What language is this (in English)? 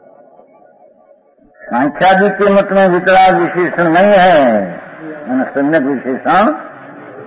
Gujarati